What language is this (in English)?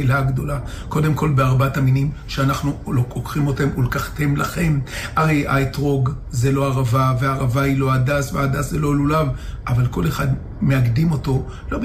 Hebrew